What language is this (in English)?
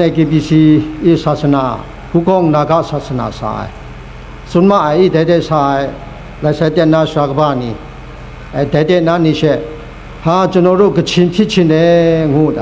Kachin